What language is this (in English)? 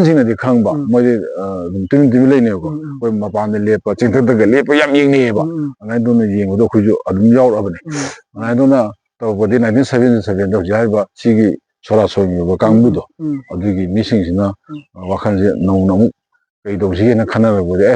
Manipuri